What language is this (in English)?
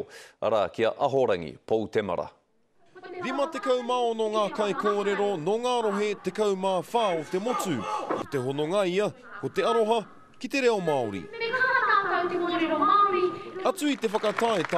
Māori